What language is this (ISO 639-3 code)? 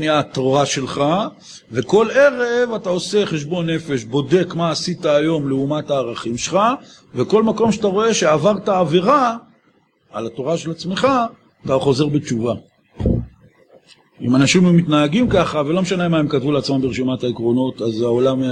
heb